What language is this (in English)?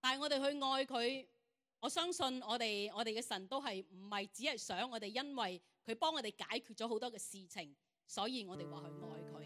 Cantonese